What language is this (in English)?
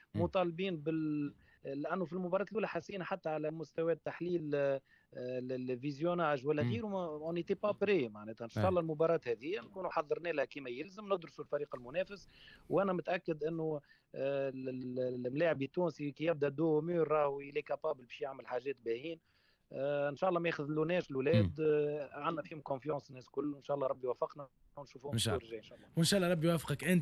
Tunisian Arabic